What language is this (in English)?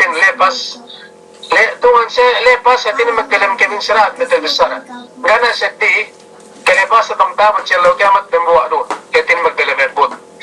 Yakan